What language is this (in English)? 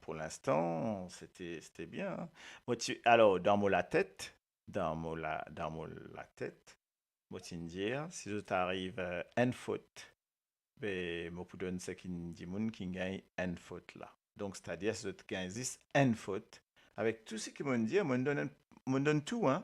Morisyen